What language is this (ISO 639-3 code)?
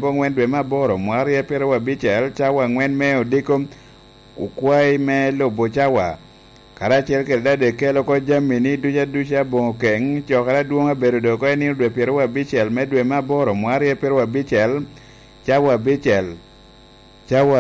laj